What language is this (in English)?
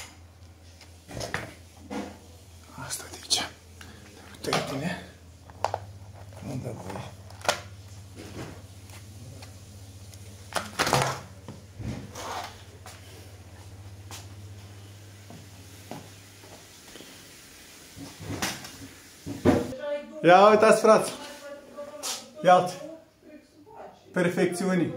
Romanian